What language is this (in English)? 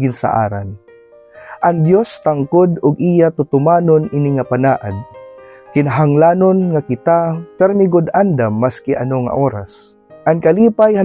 Waray